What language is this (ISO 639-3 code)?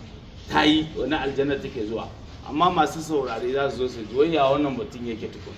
hau